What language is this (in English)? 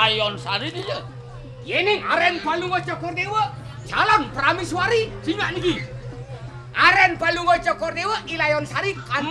Balinese